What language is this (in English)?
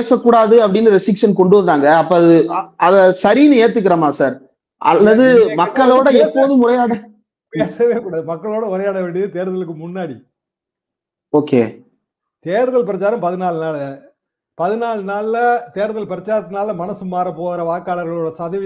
Tamil